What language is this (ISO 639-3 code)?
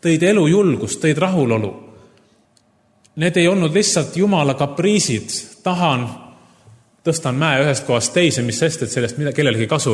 est